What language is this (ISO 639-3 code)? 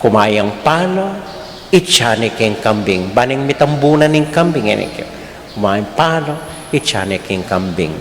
pam